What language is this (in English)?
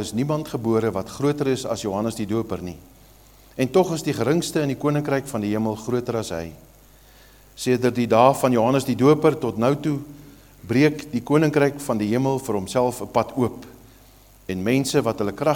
Afrikaans